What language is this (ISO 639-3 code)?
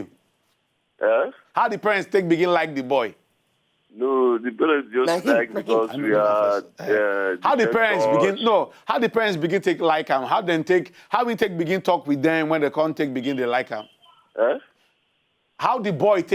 pcm